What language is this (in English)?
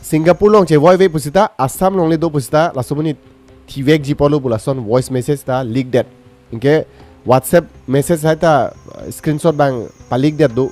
Karbi